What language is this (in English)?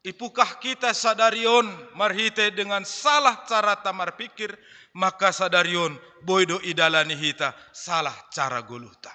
Batak Simalungun